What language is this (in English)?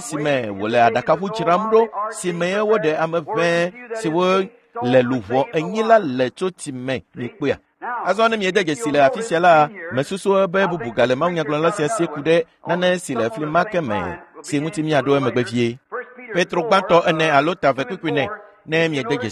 Ewe